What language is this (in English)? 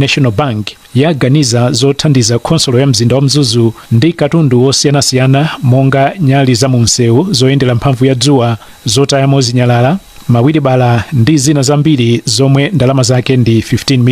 Nyanja